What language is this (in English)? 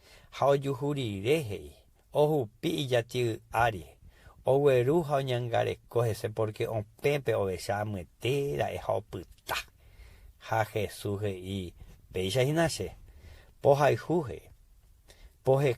Guarani